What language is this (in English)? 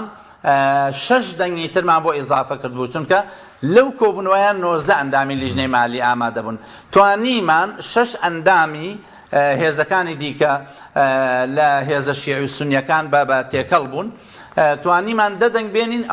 Central Kurdish